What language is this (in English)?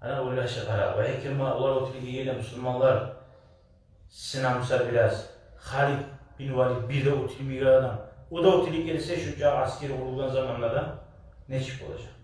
Kumyk